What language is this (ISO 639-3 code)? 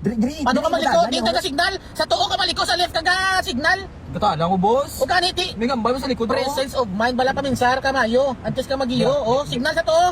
hil